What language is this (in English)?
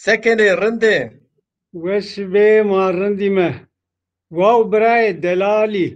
Zaza